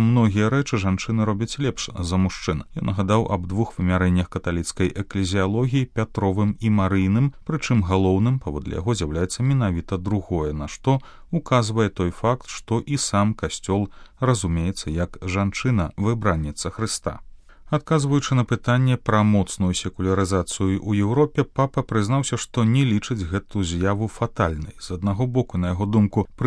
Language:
Belarusian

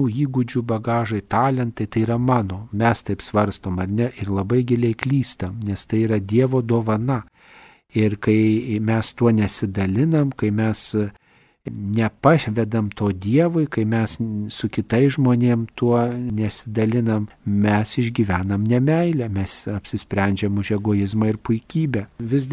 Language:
Lithuanian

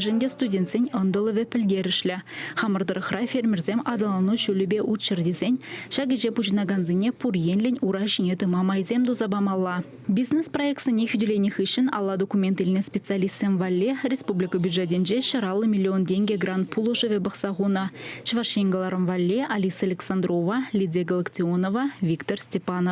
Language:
Chuvash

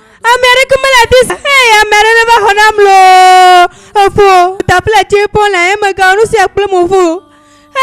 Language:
Ewe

